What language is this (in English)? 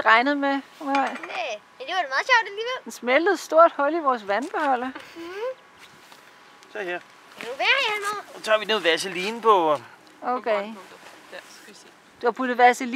Danish